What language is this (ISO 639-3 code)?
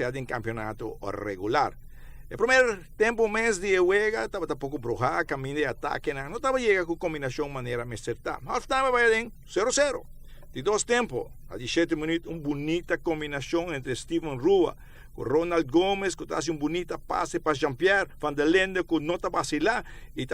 pap